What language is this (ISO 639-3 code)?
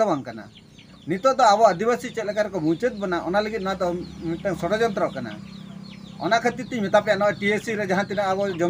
sat